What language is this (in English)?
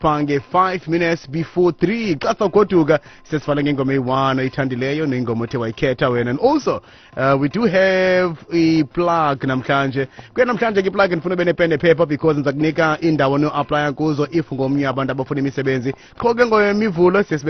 Xhosa